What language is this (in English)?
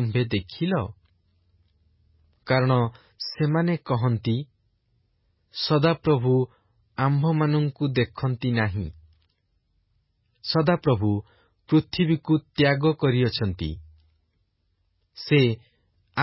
Odia